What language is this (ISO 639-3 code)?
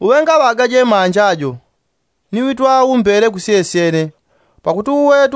yao